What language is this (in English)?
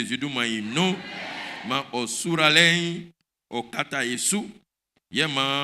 Baoulé